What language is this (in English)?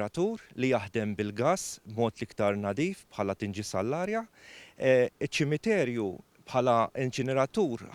Maltese